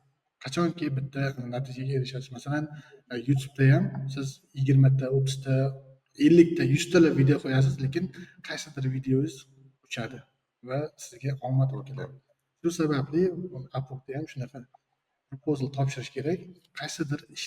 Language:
Uzbek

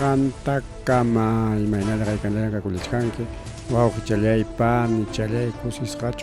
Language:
Ayacucho Quechua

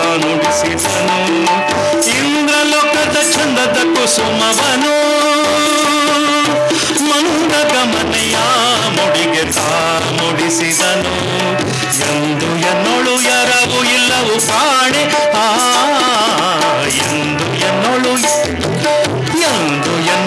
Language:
Kannada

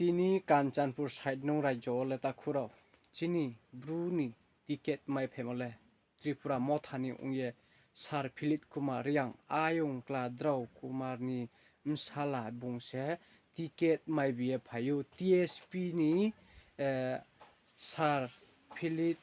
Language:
Riang (India)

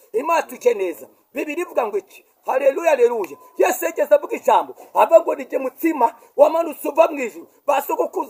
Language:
Kinyarwanda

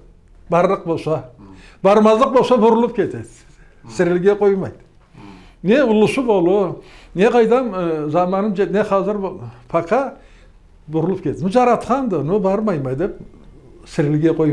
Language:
Karachay-Balkar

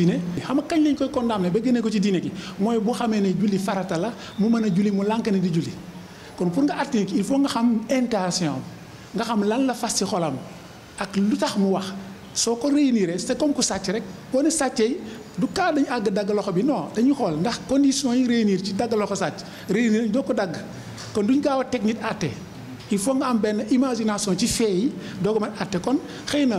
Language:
Wolof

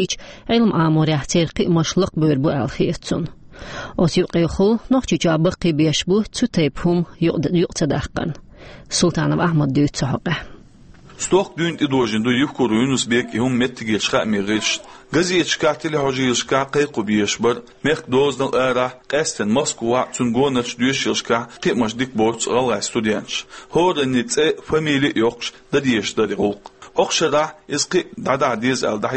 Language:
Chechen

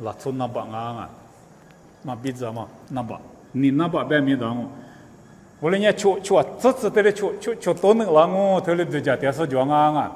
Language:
Lisu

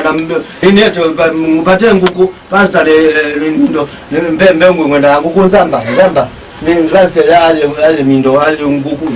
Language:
Kamba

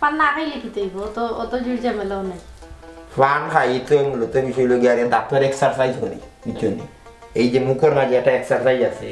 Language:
Sylheti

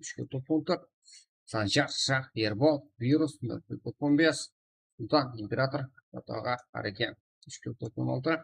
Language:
Kara-Kalpak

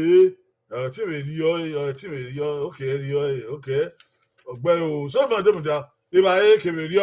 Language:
Bini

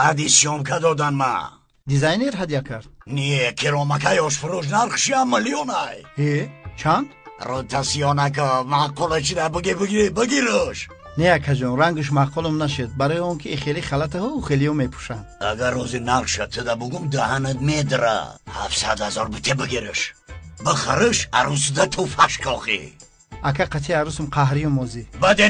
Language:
Tajik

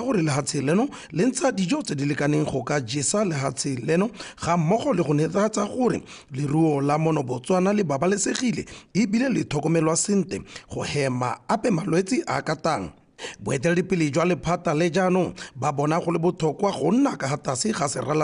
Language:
Tswana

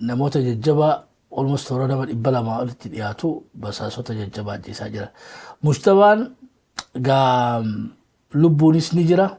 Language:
Oromo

